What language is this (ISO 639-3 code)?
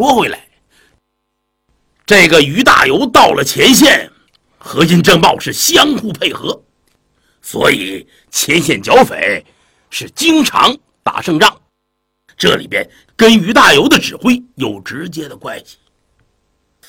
zho